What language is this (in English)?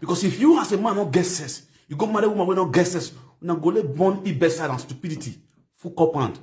Nigerian Pidgin